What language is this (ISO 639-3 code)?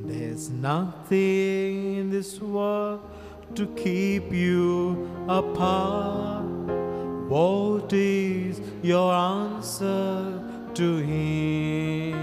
kok